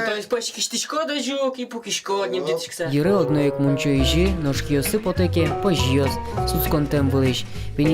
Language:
Udmurt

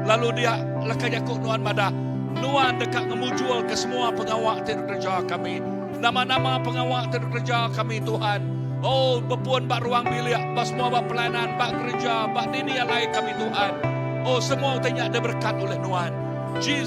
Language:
Iban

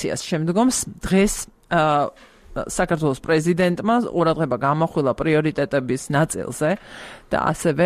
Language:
Georgian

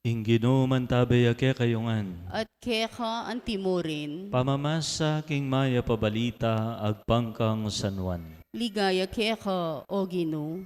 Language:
Pampanga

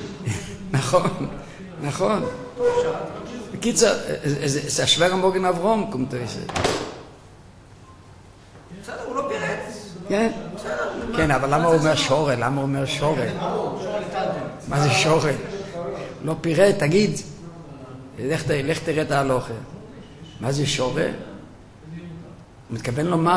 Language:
Hebrew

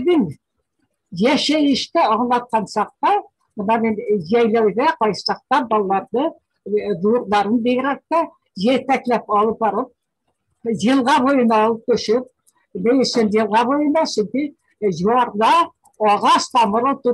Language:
Bashkir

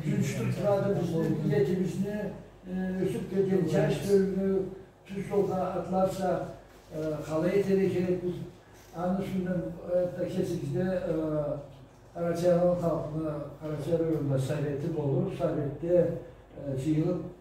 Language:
Karachay-Balkar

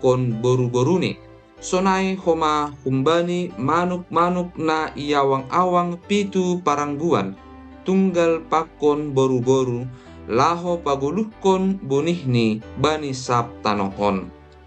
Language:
Batak Simalungun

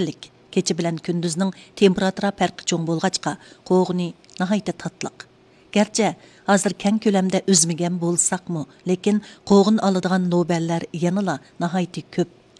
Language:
Uyghur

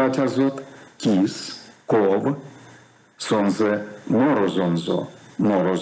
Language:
Erzya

